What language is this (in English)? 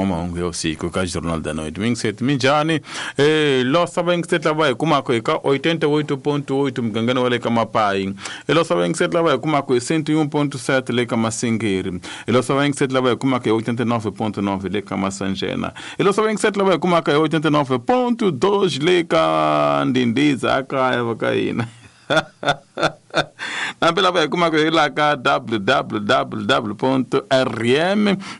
Tsonga